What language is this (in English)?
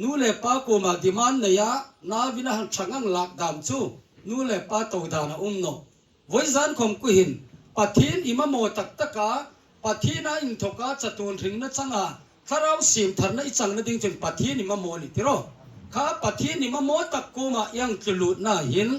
Hmar